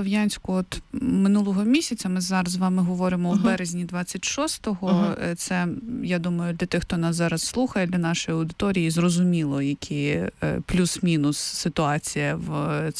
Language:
Ukrainian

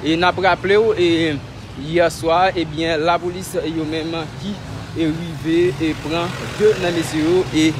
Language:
Haitian Creole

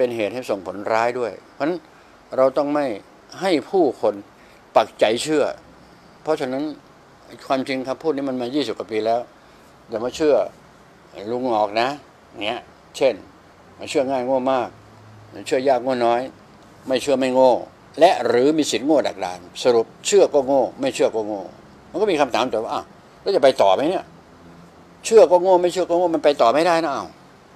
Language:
Thai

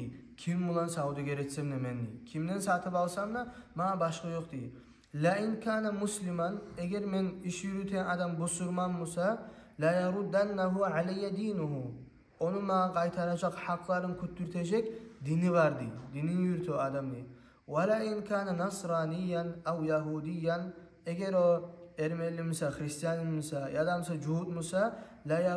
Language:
Kumyk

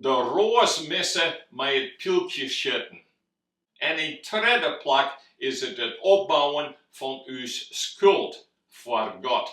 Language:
Western Frisian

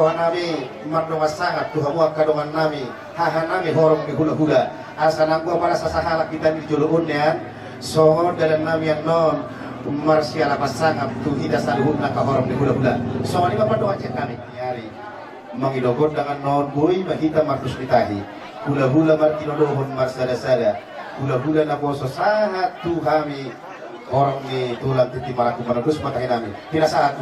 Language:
Batak Toba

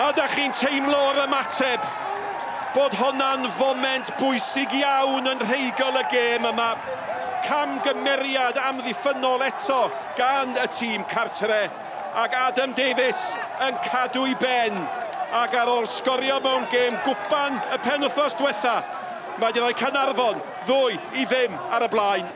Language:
Welsh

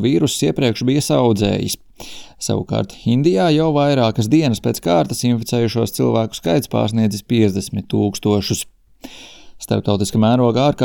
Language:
Latvian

